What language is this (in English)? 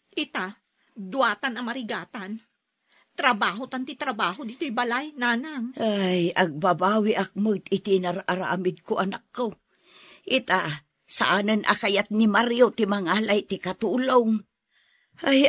Iloko